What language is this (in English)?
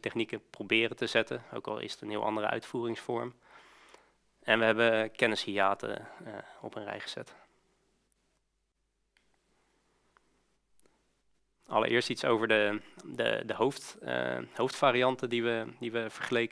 Dutch